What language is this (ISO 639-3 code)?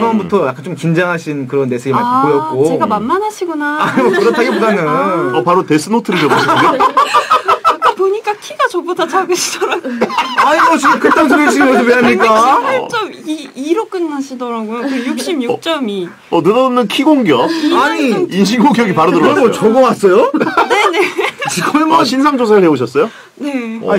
kor